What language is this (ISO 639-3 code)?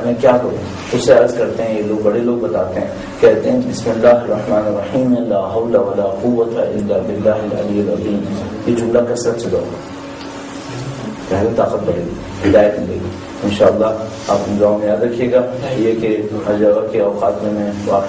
urd